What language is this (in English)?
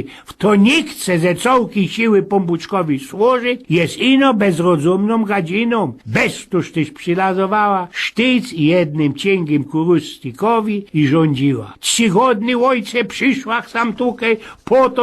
Silesian